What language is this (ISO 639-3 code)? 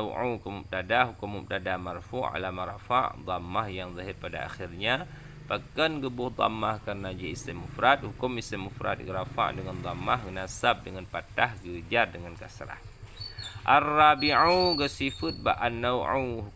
ace